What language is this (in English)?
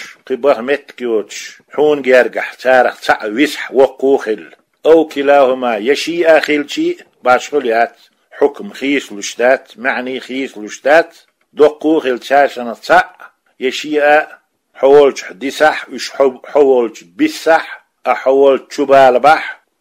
Chechen